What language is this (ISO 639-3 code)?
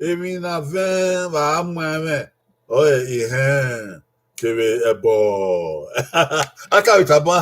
bin